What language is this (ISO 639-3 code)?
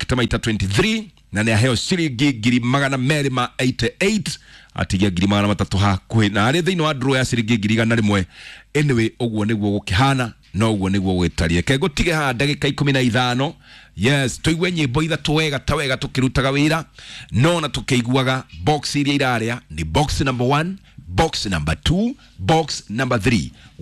kik